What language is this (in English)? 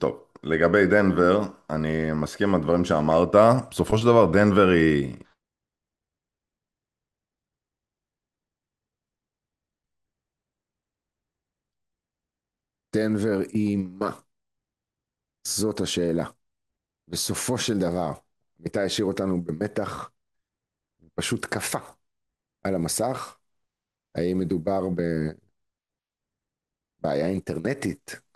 Hebrew